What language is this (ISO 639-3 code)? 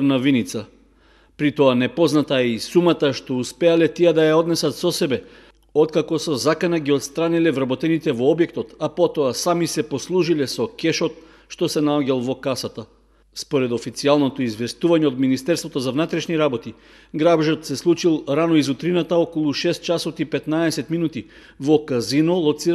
mkd